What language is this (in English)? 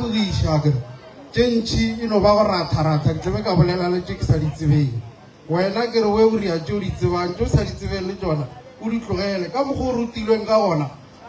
Northern Sotho